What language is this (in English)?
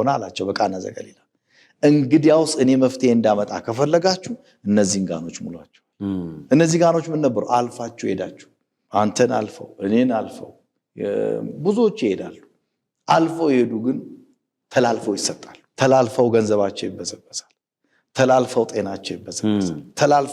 Amharic